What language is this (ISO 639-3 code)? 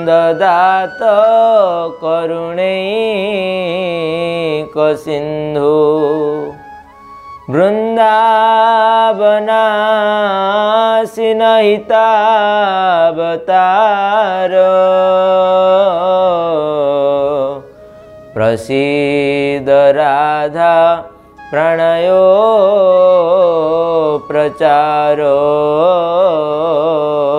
ori